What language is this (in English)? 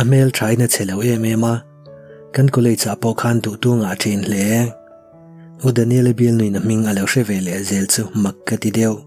Mizo